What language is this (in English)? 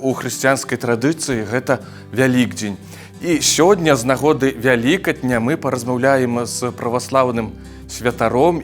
Belarusian